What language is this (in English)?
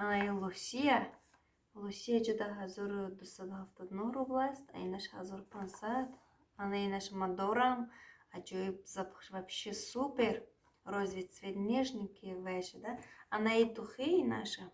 Tajik